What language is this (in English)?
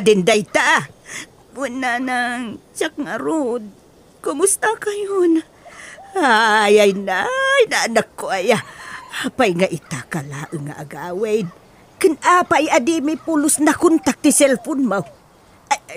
Iloko